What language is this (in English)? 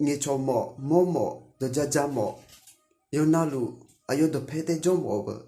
Akha